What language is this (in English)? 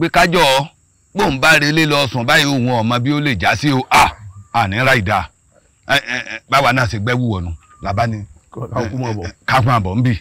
Yoruba